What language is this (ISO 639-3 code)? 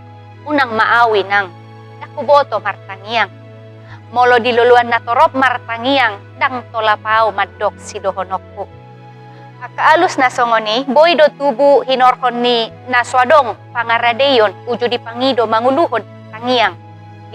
bbc